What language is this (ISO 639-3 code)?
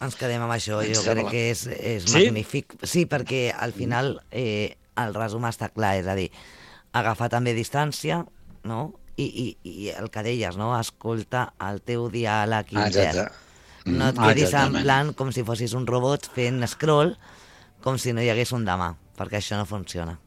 cat